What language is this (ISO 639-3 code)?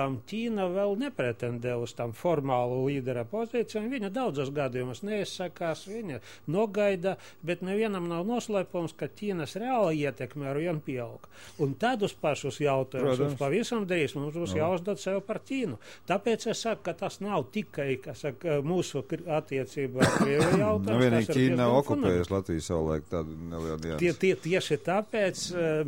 lav